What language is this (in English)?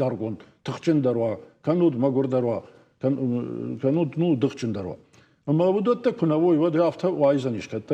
Ossetic